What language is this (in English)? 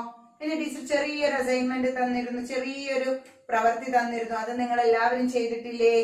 Malayalam